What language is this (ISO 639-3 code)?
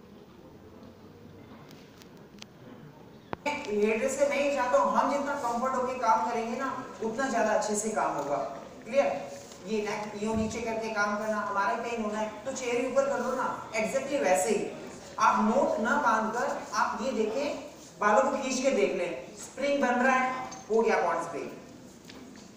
hin